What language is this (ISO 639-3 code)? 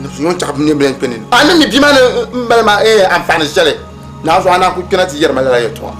dag